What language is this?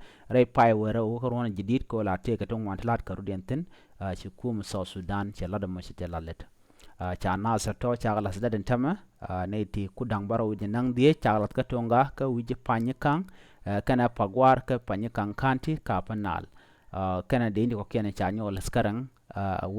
Nuer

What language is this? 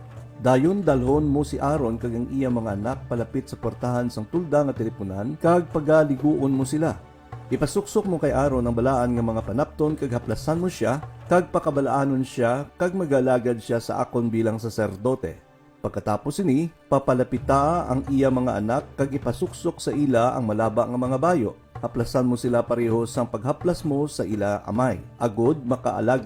Hiligaynon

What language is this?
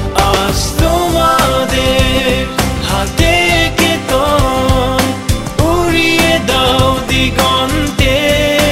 Bangla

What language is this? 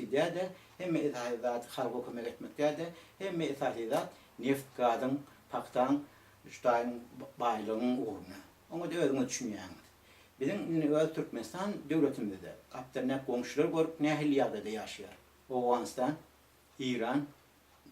Turkmen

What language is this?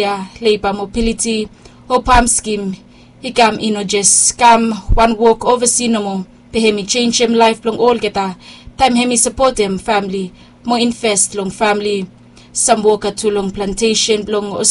Bislama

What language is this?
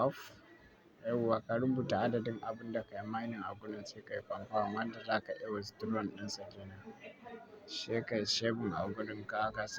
Hausa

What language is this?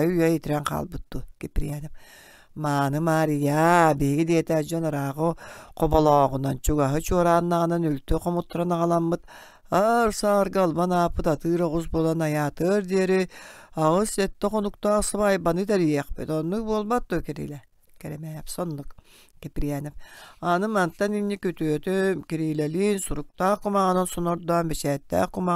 Yakut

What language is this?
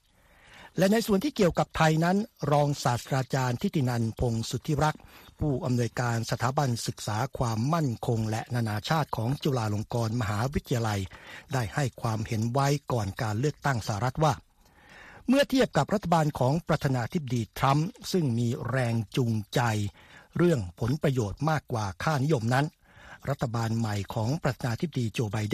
Thai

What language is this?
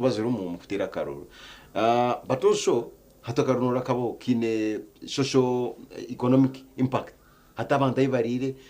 Nyankole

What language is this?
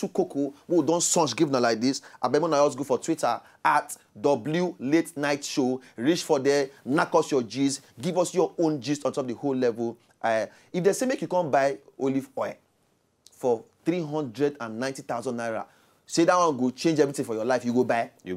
Nigerian Pidgin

